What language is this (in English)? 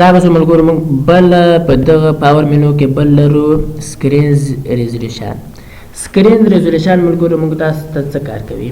Pashto